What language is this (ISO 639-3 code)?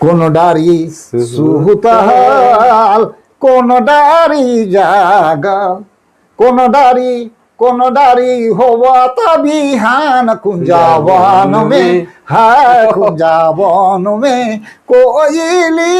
sck